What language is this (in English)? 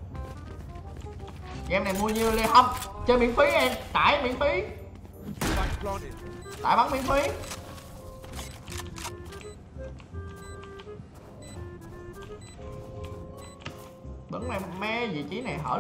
Vietnamese